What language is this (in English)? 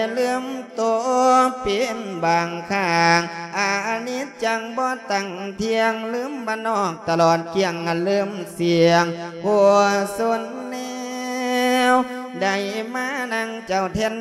Lao